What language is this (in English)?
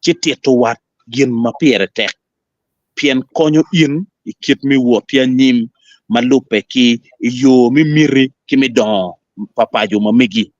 Acoli